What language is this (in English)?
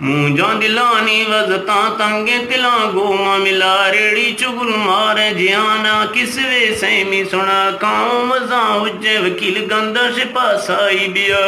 Eastern Balochi